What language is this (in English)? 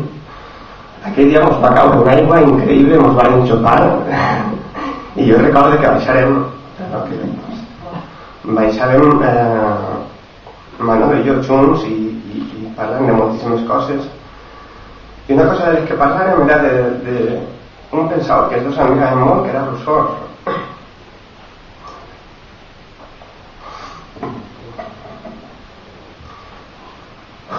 Catalan